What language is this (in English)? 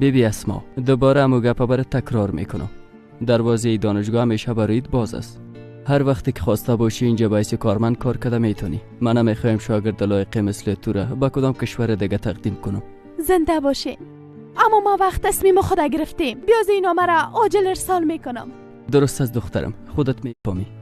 Persian